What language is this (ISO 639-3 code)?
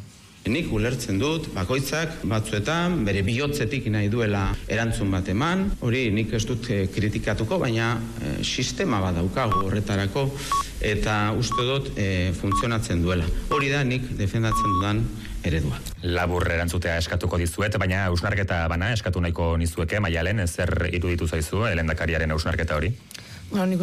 eus